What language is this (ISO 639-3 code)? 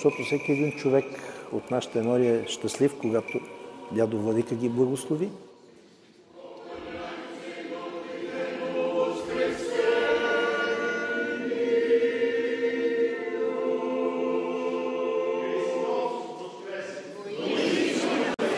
bul